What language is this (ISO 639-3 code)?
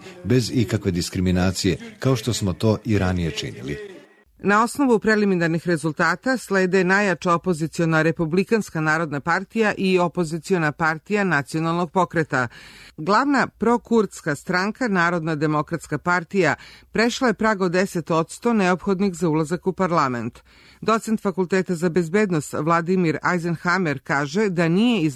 srp